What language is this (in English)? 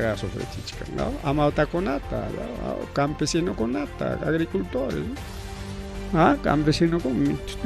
Ayacucho Quechua